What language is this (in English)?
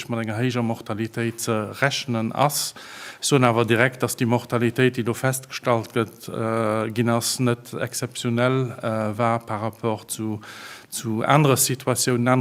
Luxembourgish